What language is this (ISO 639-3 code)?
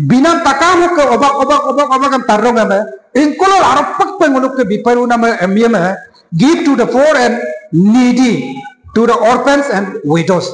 adi